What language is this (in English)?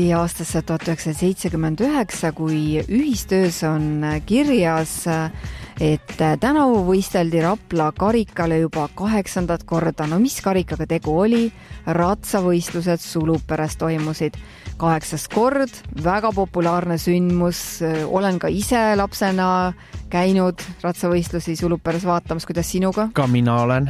Estonian